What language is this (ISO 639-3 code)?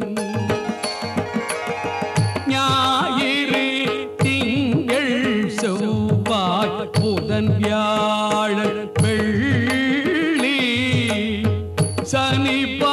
tam